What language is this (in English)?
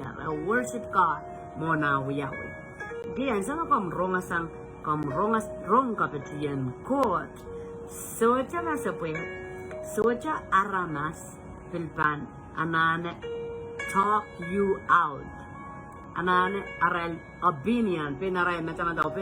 Pohnpeian